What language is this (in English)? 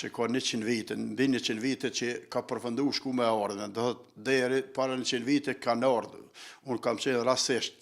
Albanian